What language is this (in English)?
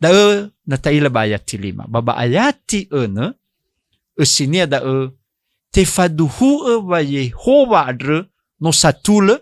Nias